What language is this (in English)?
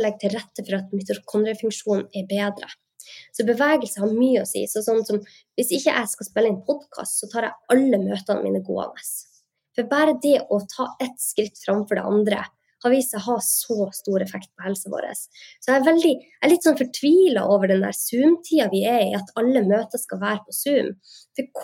Norwegian